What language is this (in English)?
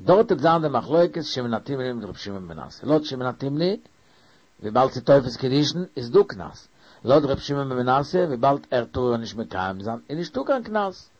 Yiddish